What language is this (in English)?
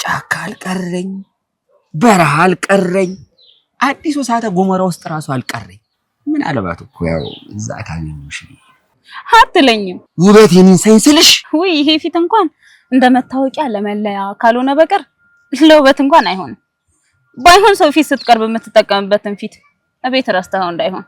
Amharic